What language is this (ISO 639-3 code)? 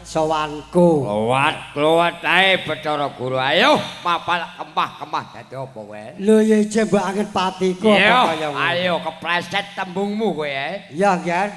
jav